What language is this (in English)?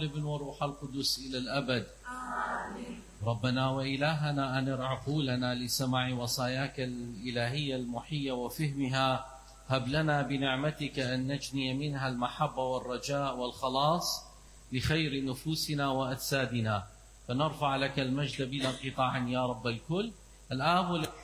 Mesopotamian Arabic